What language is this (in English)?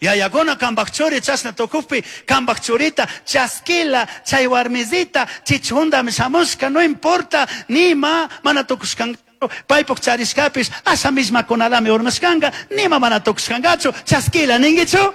Chimborazo Highland Quichua